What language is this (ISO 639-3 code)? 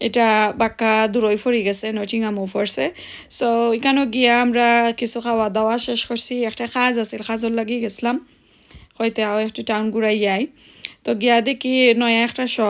syl